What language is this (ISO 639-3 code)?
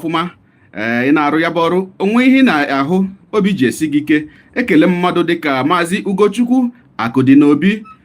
ibo